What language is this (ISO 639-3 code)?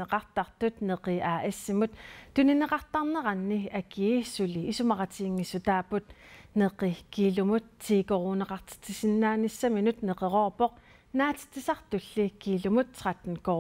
kal